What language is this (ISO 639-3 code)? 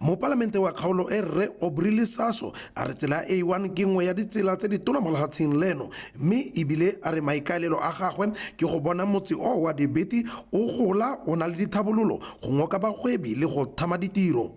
tsn